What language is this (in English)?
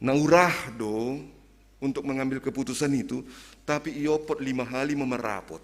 Batak Simalungun